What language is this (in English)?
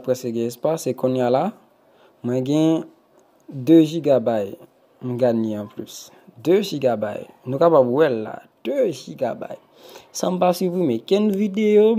Haitian Creole